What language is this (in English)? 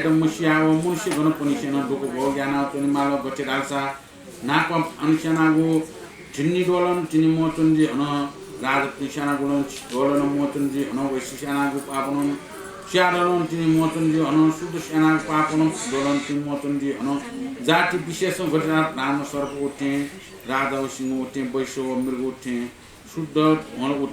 Newari